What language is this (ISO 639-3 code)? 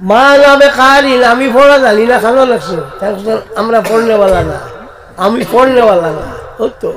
syl